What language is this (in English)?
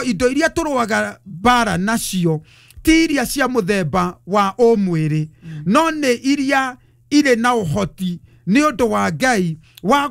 Kikuyu